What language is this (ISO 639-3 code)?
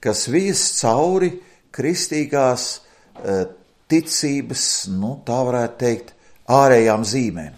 lav